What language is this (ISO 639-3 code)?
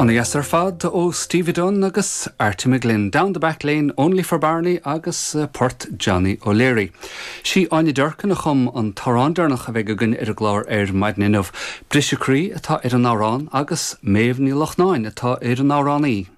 gle